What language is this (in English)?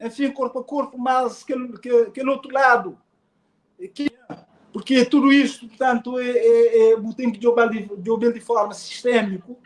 Kabuverdianu